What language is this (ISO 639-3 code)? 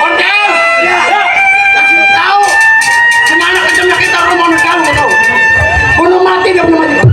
bew